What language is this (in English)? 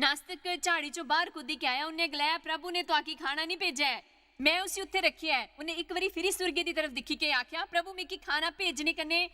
Dogri